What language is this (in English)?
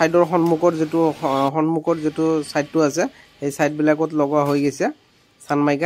Assamese